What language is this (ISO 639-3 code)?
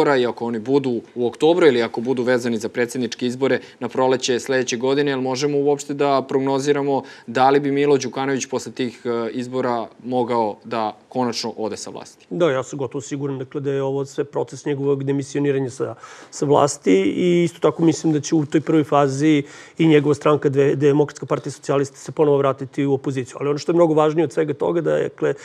srp